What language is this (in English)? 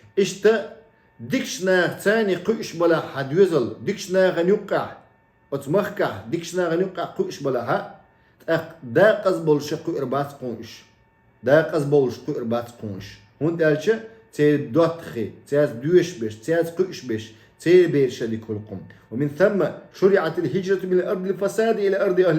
Chechen